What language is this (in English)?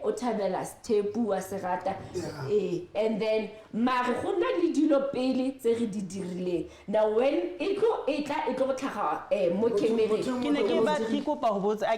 Southern Sotho